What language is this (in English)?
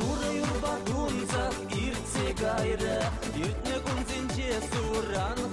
Chuvash